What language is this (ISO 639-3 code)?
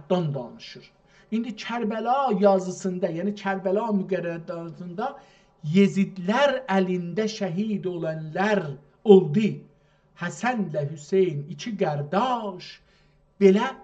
azb